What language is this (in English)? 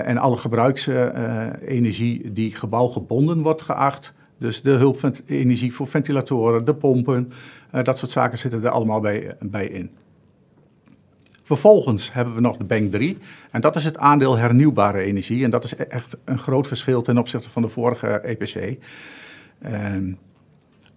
Dutch